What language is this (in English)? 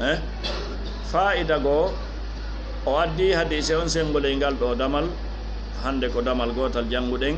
Fula